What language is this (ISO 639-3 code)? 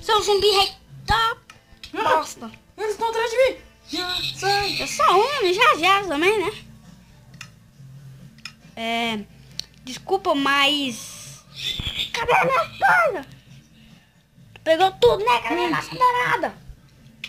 por